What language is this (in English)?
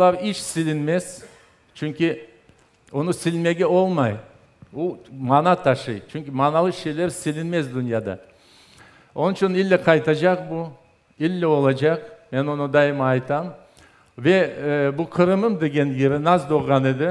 Crimean Tatar